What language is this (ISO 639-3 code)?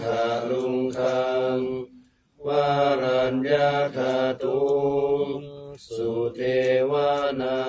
pli